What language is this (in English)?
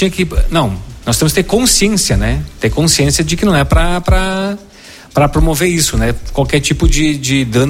Portuguese